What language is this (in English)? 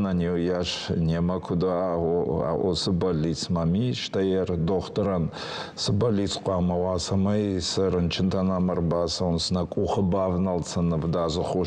Ossetic